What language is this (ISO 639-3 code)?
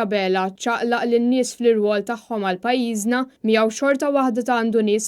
mlt